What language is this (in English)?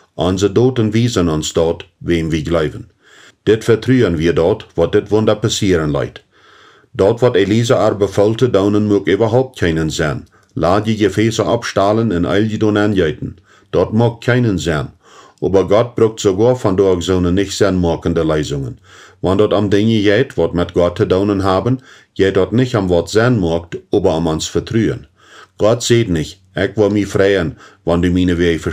Plautdietsch